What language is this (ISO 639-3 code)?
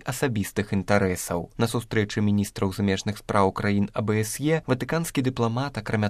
bel